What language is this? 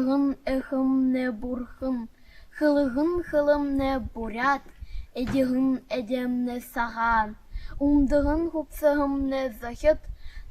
Buriat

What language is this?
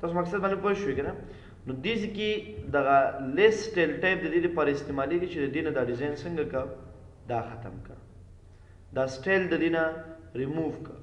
Pashto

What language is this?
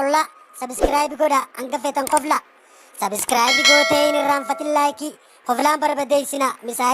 Oromo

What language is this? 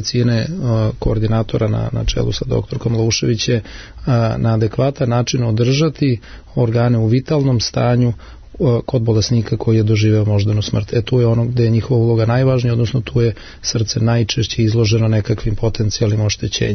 Serbian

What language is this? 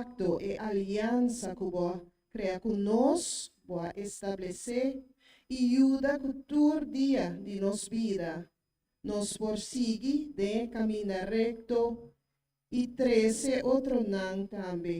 Papiamento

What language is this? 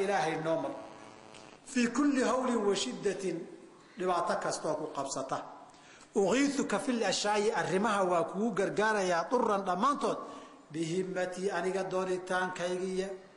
Somali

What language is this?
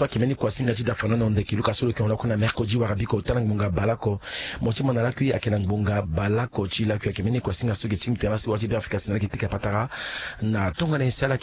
Sango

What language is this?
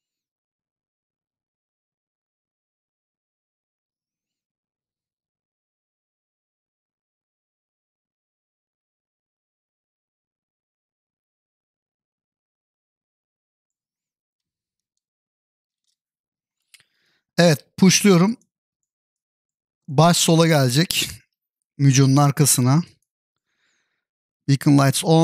Turkish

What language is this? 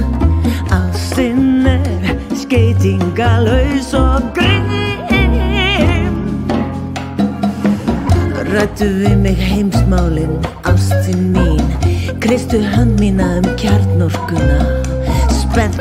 Icelandic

